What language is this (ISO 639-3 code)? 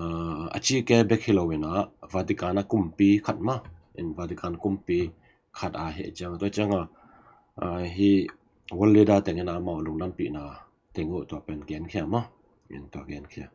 ctd